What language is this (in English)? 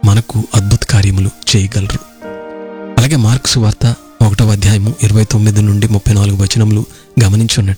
Telugu